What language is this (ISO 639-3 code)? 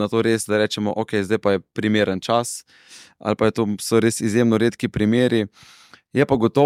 slv